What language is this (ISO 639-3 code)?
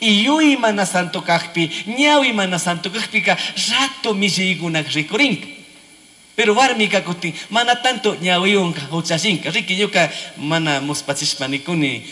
qug